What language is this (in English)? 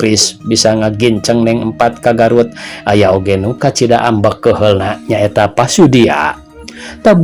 Sundanese